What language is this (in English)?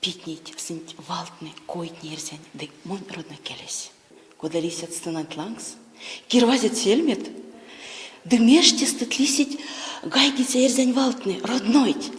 Erzya